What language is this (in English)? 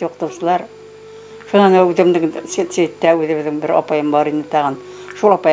Bashkir